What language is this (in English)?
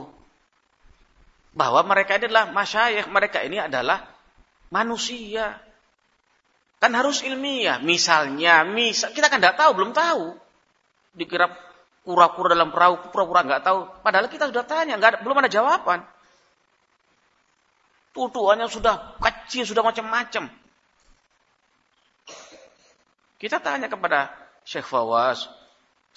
Indonesian